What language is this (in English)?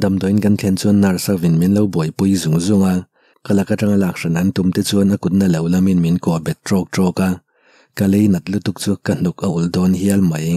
Mizo